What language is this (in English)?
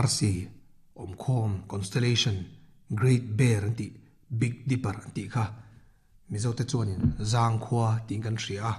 Mizo